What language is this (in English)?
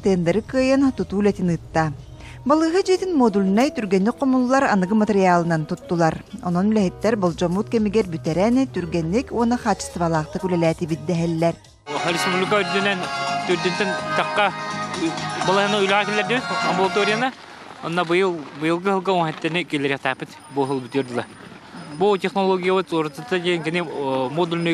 Yakut